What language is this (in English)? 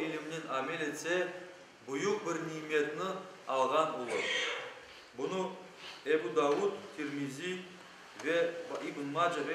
Crimean Tatar